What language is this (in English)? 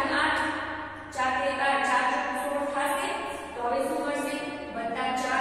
Gujarati